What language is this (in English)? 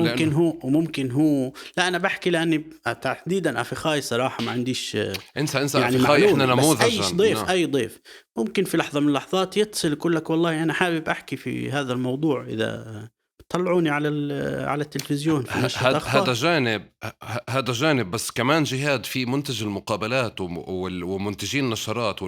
North Levantine Arabic